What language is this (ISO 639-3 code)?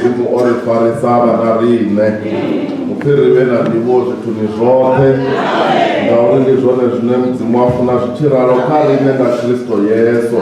ven